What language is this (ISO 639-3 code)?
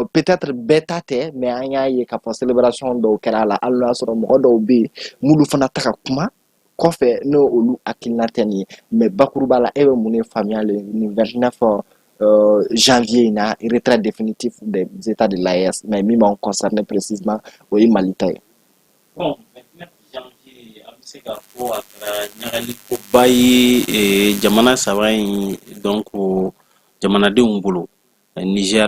bam